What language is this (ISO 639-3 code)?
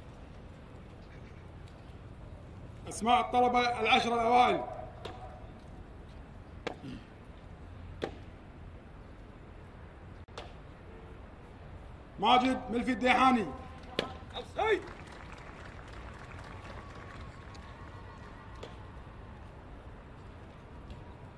ara